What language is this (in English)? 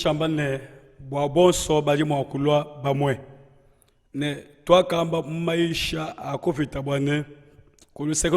Luba-Lulua